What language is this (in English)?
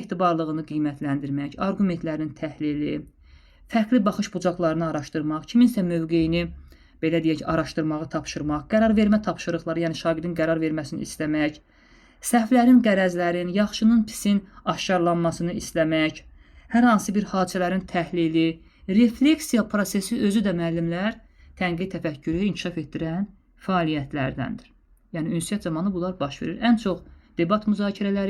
Azerbaijani